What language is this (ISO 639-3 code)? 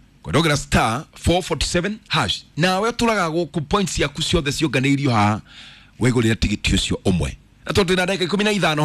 kik